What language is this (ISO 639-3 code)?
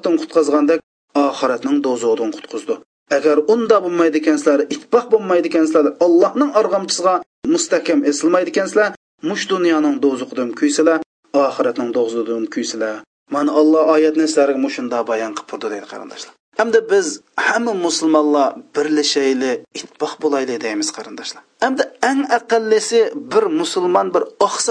uig